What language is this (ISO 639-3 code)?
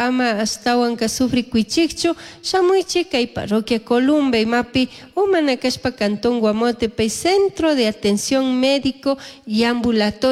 qug